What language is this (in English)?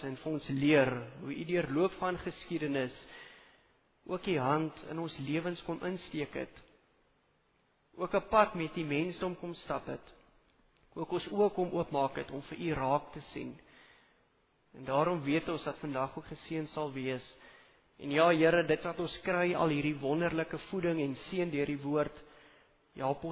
Afrikaans